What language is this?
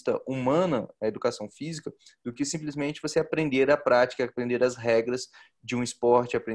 Portuguese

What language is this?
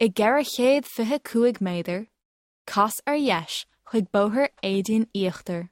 Irish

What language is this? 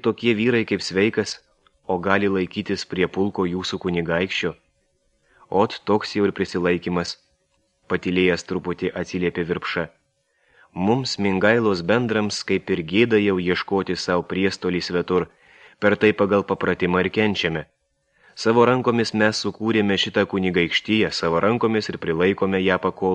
Lithuanian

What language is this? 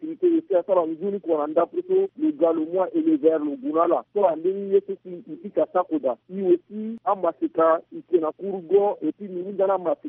Sango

